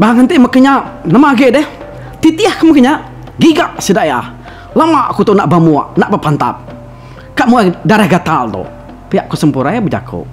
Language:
Iban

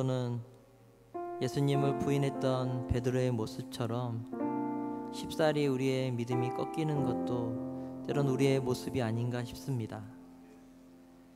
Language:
Korean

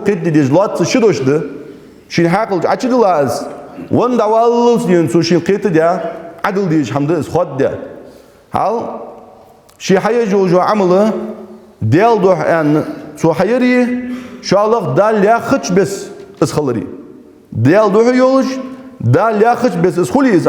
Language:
Ingush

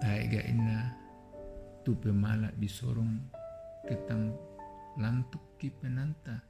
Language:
Toraja-Sa'dan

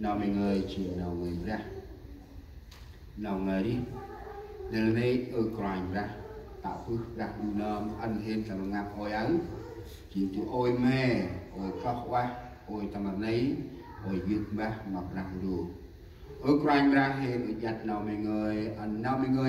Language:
Central Mnong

